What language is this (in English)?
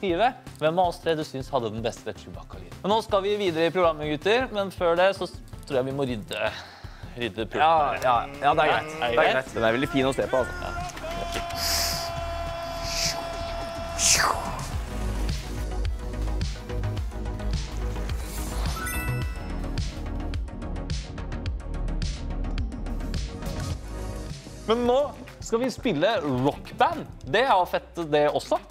Norwegian